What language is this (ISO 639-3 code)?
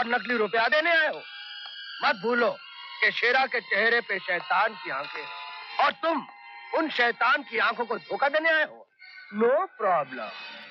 hin